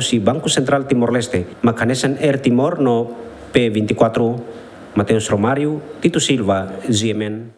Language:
Tetum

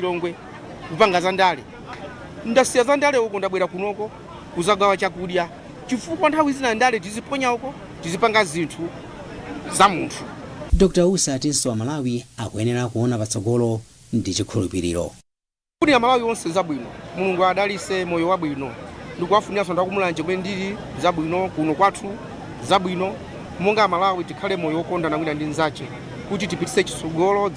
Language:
Nyanja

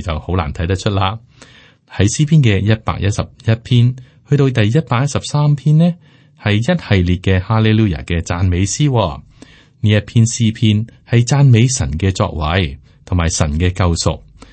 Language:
Cantonese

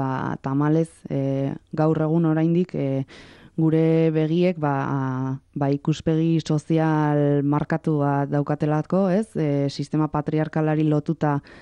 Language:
Basque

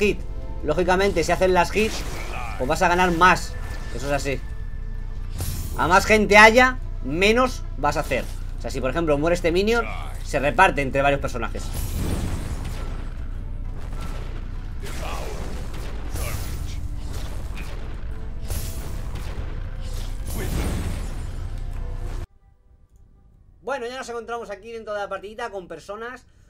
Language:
Spanish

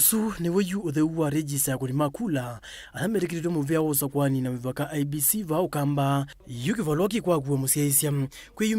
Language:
Kamba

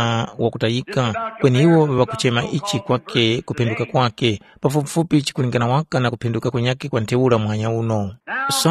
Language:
Tumbuka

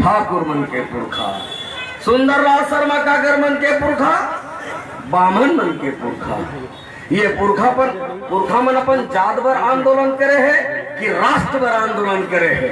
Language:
Chhattisgarhi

